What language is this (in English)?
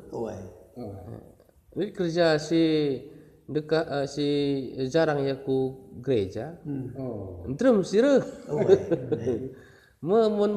Batak Karo